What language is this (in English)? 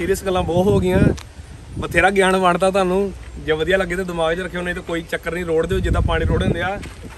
Punjabi